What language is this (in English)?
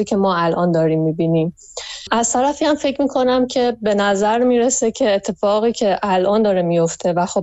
Persian